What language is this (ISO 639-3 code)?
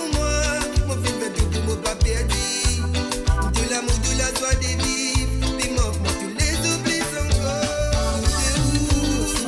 mfe